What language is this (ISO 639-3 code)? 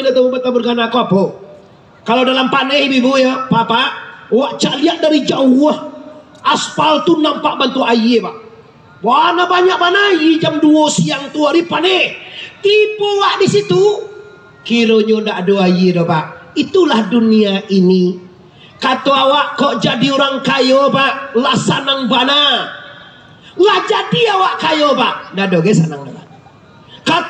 min